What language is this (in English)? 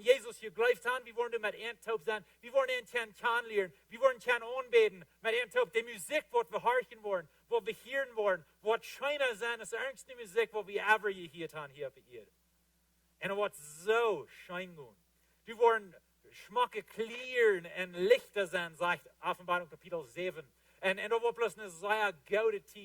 Plautdietsch